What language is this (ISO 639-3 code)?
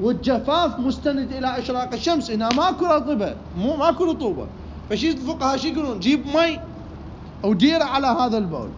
acm